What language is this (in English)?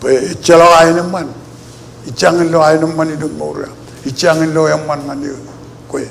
Marshallese